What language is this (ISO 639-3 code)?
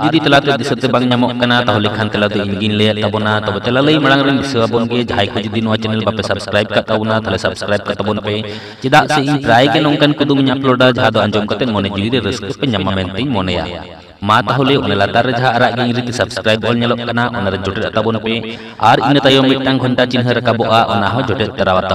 sat